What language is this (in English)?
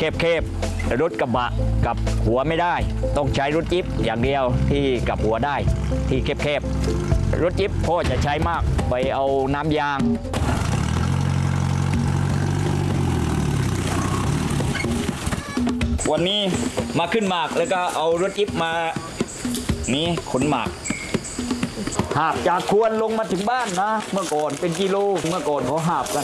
Thai